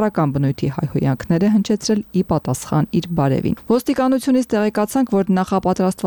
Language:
Armenian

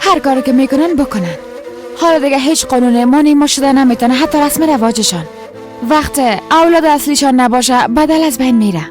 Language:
Persian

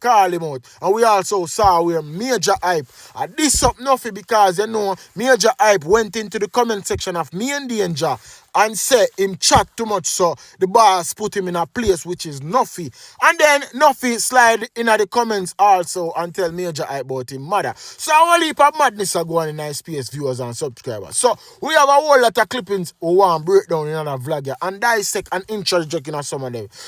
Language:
Jamaican Creole English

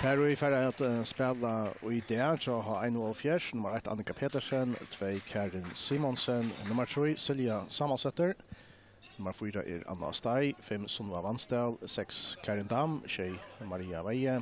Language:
Faroese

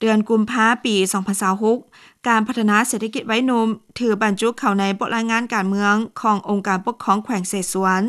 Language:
Lao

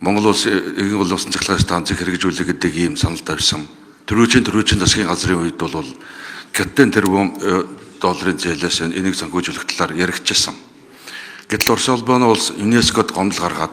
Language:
Mongolian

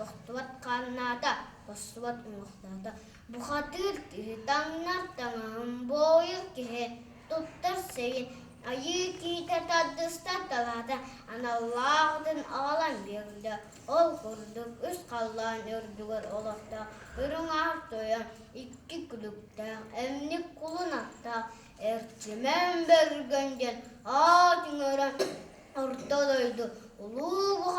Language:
Yakut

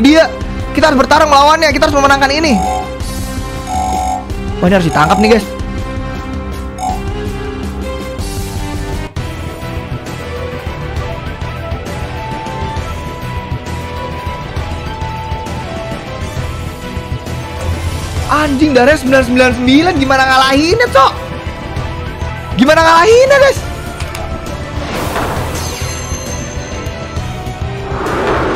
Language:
Indonesian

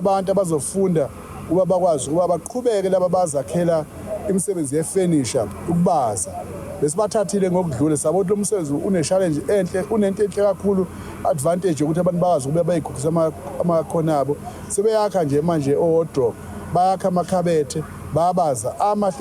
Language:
Zulu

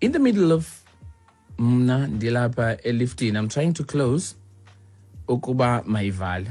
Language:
Xhosa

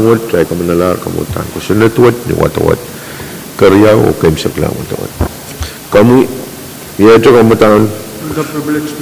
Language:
Pohnpeian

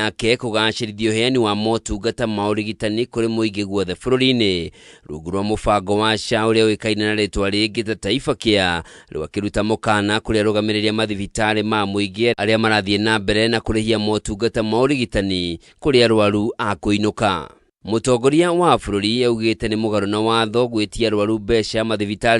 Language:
Kikuyu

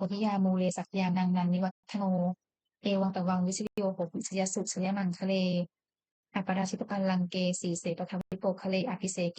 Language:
Pali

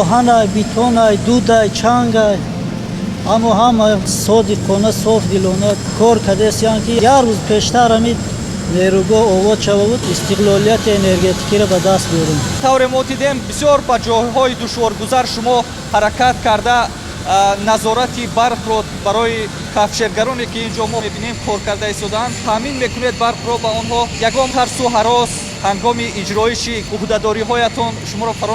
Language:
Tajik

